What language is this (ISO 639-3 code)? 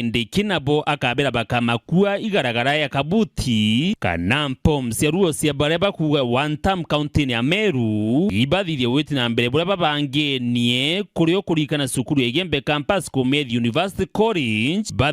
mer